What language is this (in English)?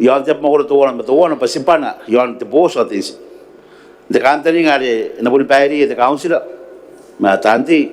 Gilbertese